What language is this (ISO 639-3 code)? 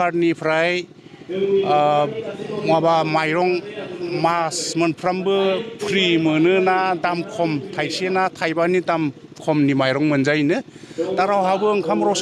brx